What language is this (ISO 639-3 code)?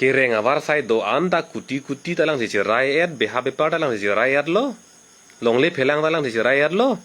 mjw